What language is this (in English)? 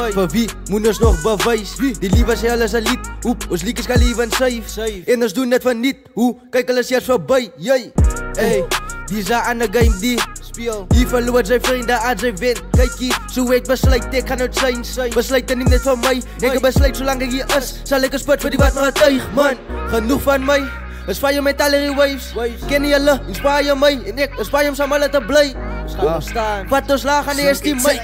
Afrikaans